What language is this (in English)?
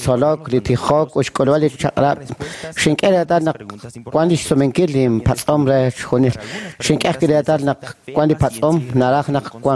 Kekchí